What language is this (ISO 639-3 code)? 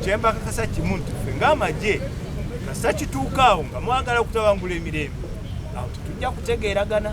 lug